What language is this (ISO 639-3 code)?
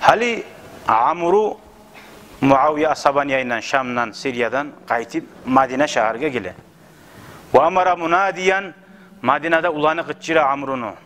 kum